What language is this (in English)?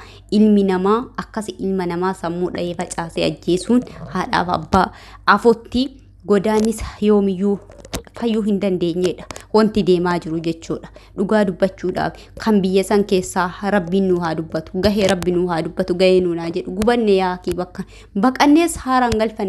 Oromo